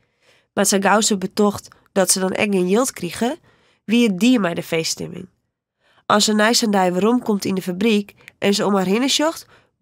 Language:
Western Frisian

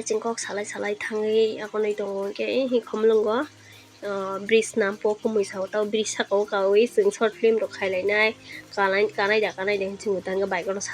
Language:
Kok Borok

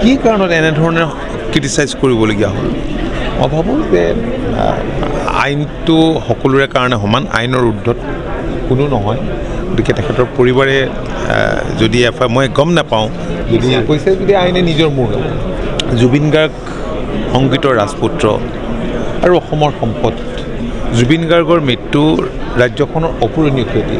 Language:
Assamese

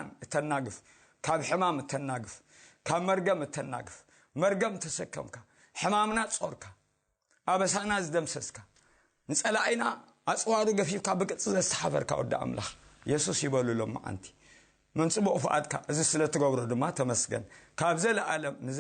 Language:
Tigrinya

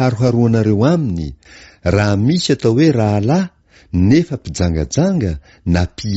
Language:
Malagasy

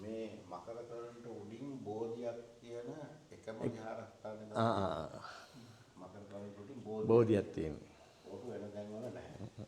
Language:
Sinhala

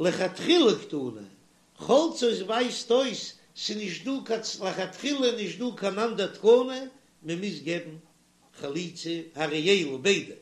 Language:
Yiddish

